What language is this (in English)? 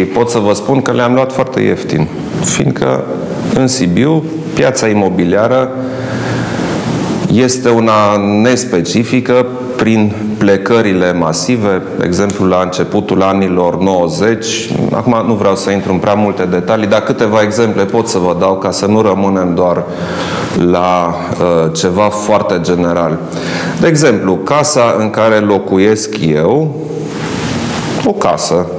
Romanian